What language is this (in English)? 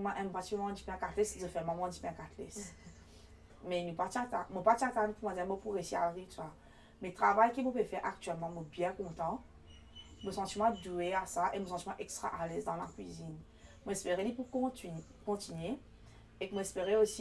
Morisyen